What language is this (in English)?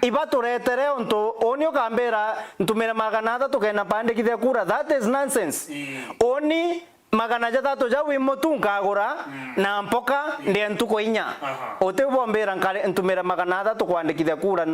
Meru